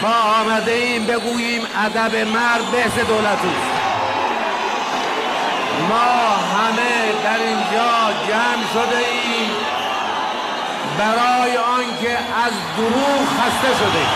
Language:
Persian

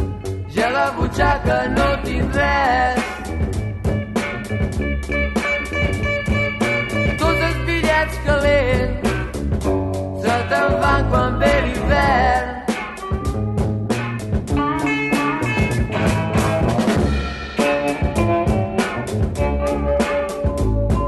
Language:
Catalan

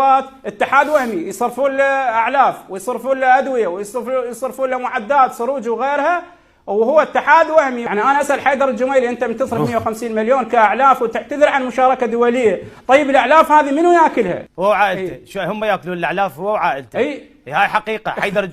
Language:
Mesopotamian Arabic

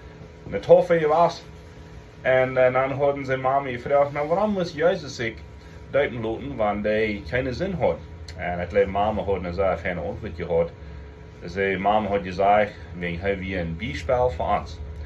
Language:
Plautdietsch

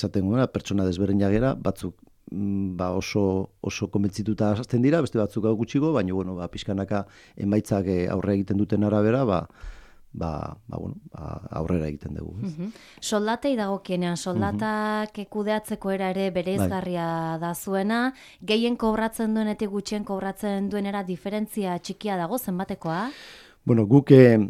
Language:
Basque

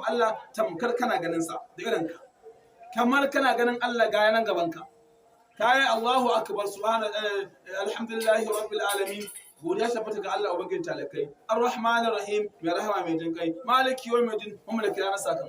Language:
Hausa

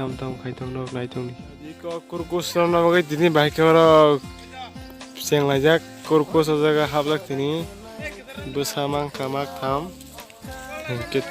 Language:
Kok Borok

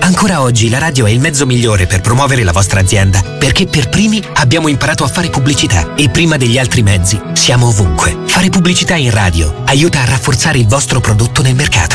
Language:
Italian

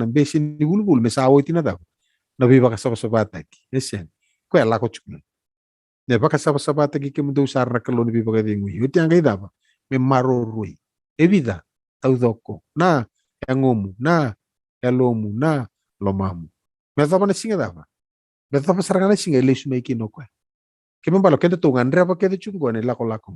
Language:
Fijian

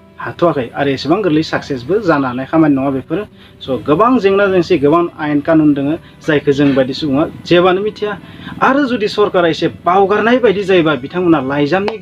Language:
Bodo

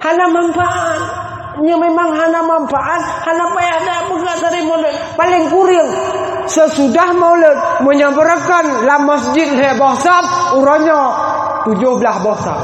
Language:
Achinese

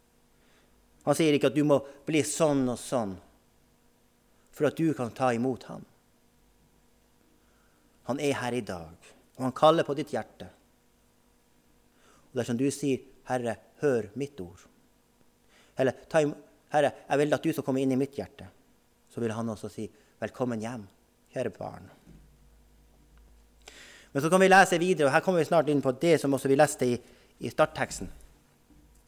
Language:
Norwegian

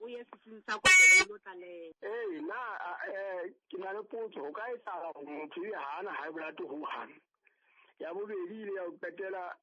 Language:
Southern Sotho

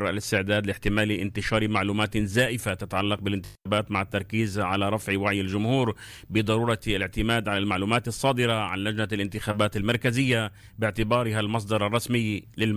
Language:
Arabic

